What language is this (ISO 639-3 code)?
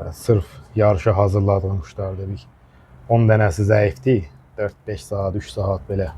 aze